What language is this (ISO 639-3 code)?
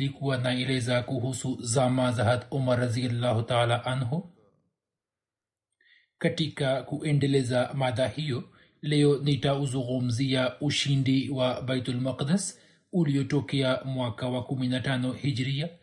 swa